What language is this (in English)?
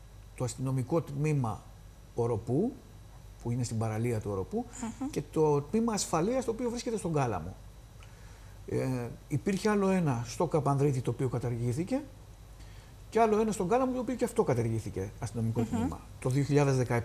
Greek